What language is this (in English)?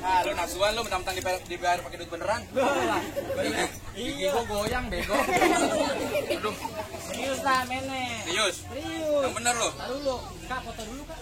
Betawi